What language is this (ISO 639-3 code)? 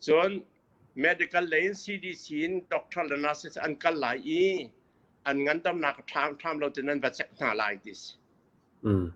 cnh